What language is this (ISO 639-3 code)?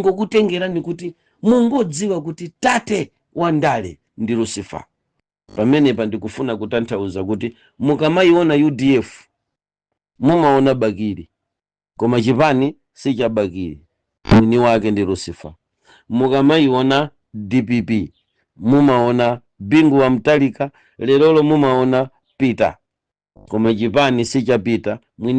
nya